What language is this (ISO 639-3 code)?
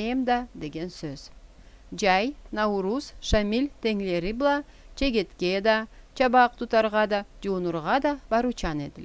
krc